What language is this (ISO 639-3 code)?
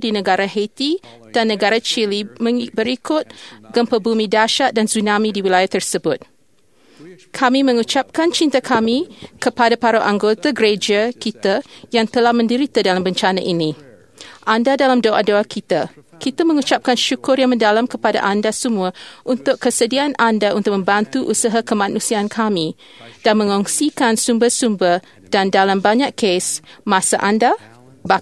msa